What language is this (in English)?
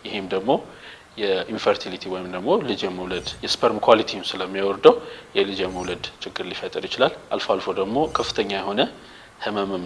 Amharic